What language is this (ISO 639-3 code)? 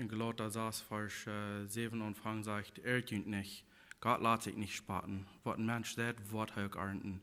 pdt